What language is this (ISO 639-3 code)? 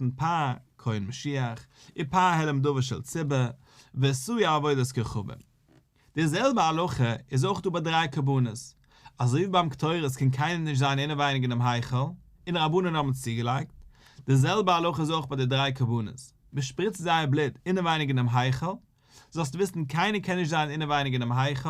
yid